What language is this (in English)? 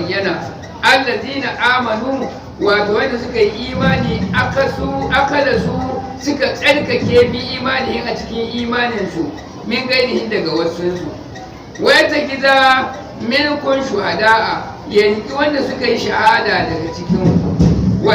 Hausa